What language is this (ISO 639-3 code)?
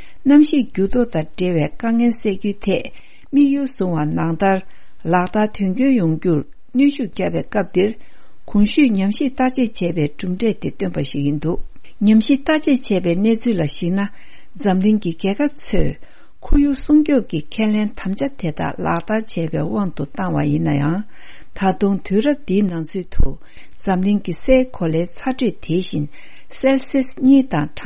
bod